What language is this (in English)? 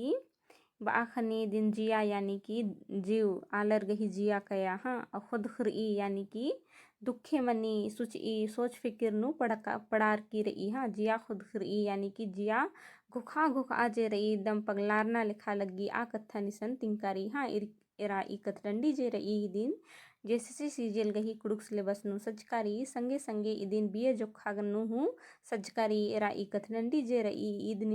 Kurukh